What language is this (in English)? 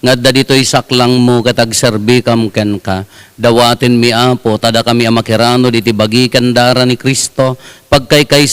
Iloko